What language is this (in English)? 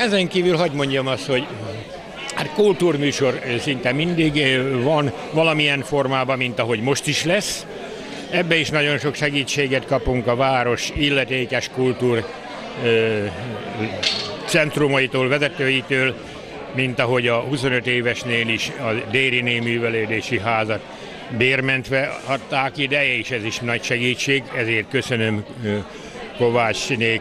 Hungarian